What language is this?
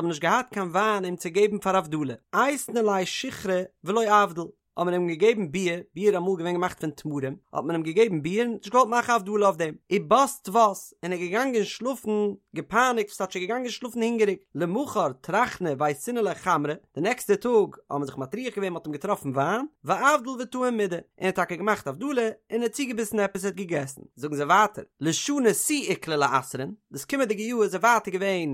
Yiddish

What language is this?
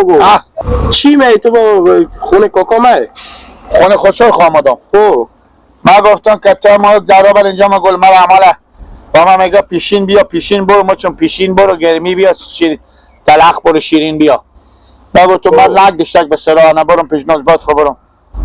Hazaragi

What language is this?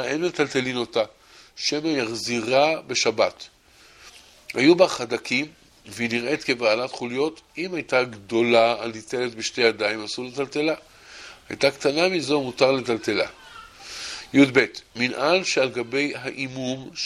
Hebrew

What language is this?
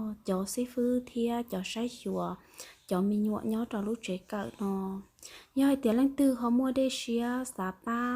Hmong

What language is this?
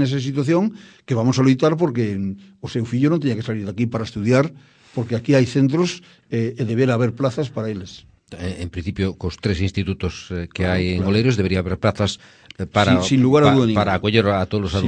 Galician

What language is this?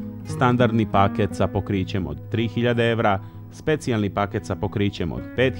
Serbian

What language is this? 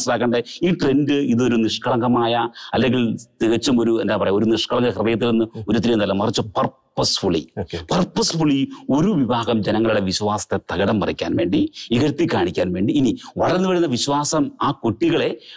Malayalam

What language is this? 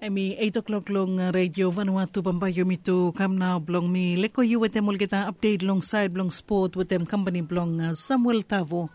Bislama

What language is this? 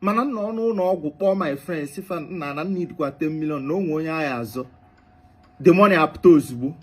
Igbo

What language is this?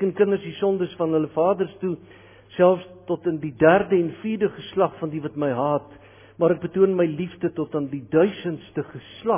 Afrikaans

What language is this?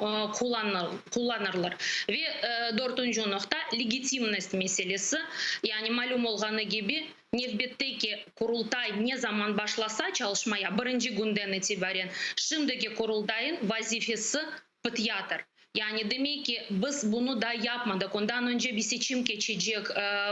Crimean Tatar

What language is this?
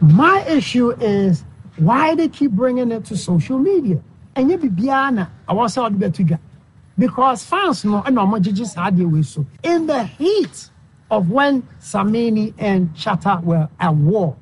Akan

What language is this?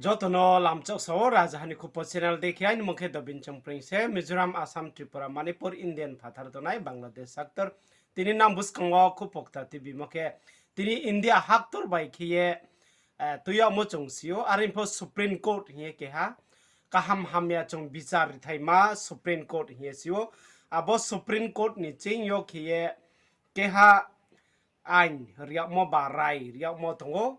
Riang (India)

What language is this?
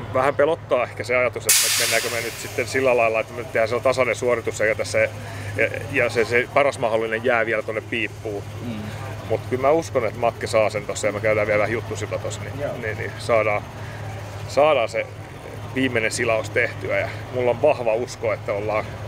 Finnish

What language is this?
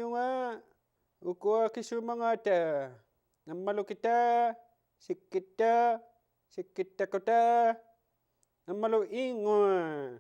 Inuktitut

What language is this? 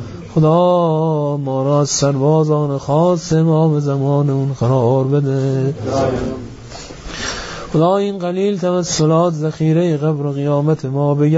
Persian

